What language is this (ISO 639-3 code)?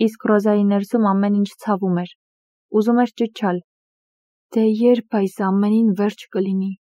hye